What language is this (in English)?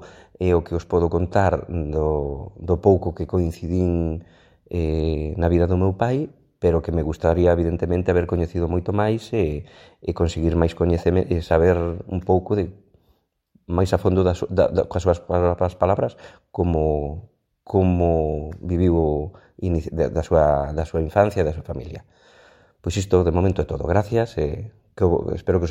Galician